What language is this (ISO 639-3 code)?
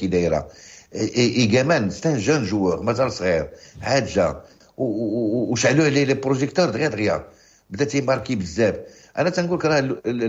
ary